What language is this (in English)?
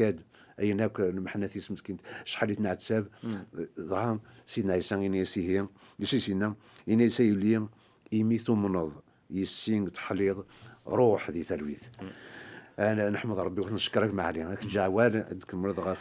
Kabyle